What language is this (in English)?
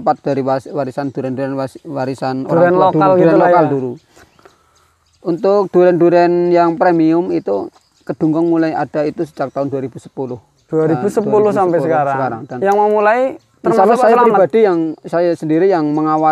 Indonesian